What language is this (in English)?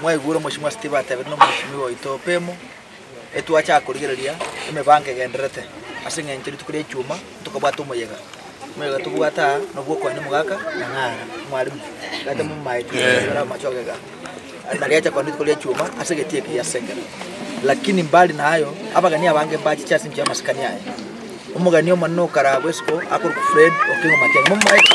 Gusii